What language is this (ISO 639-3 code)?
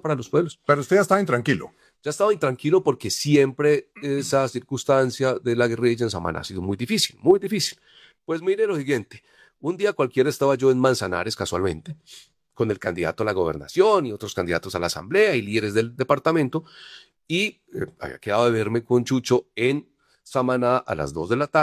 spa